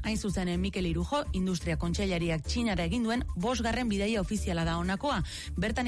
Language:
Basque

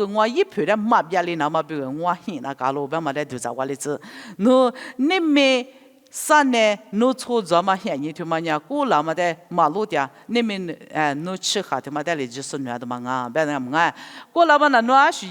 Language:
Lisu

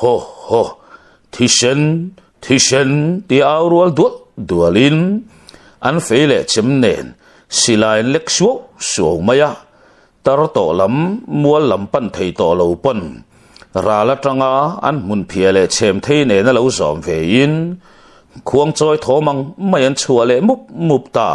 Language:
Mizo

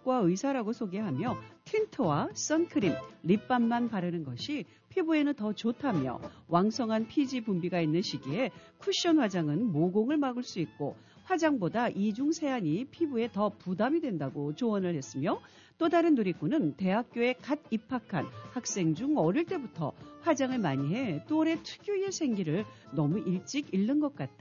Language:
Korean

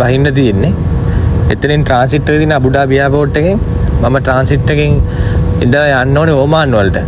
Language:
Sinhala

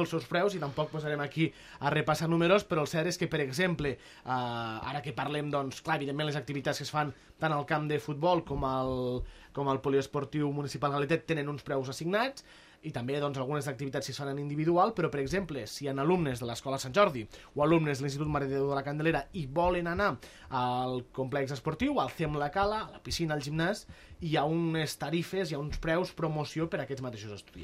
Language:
Catalan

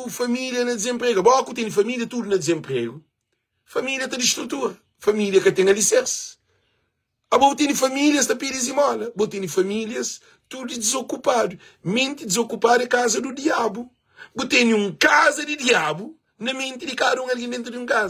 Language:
Kabuverdianu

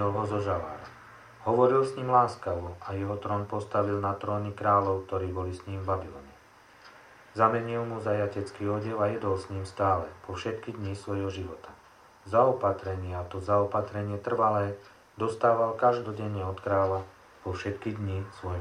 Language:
Slovak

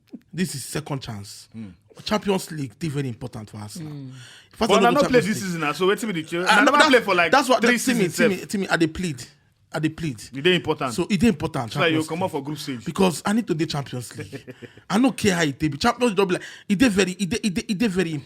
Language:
Nigerian Pidgin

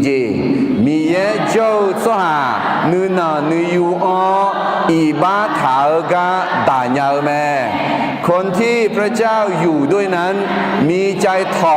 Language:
Akha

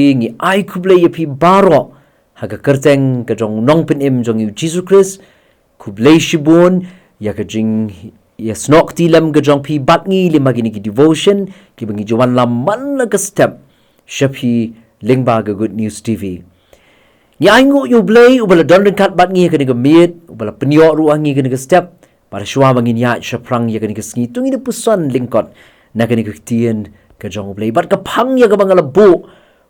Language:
Khasi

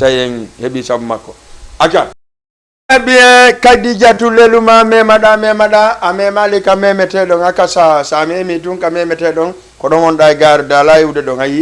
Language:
Fula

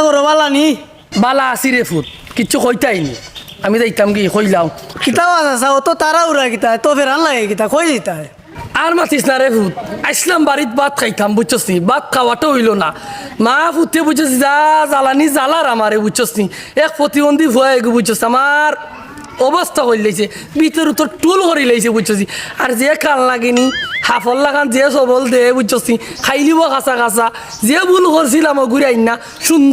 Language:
Sylheti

